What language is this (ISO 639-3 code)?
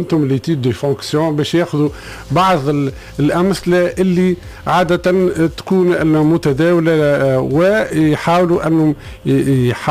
aeb